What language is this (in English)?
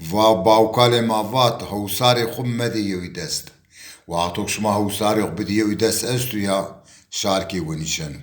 Zaza